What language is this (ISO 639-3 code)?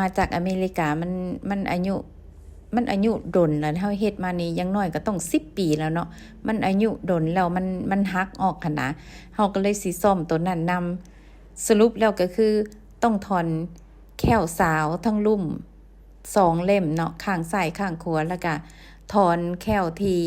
lao